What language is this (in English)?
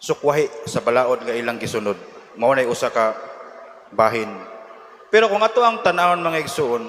Cebuano